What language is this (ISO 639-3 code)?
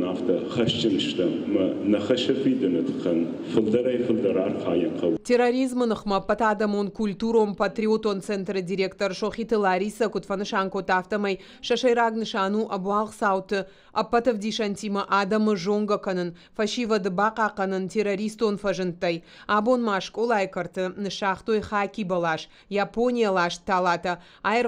oss